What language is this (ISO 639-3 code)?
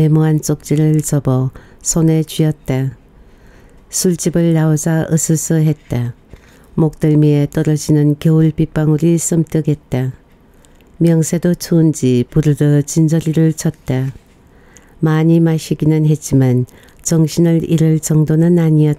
kor